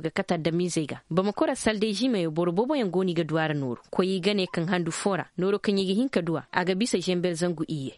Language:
Koyraboro Senni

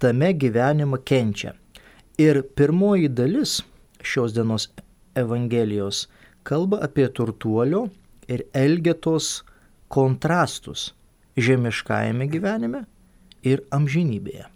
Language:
Lithuanian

